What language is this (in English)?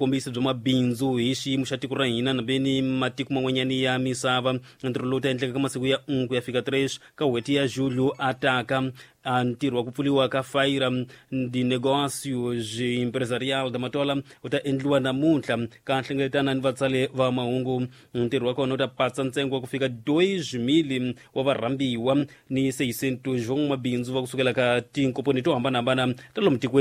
Tsonga